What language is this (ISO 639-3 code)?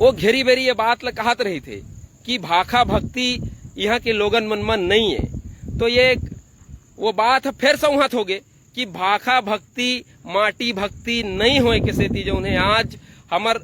hne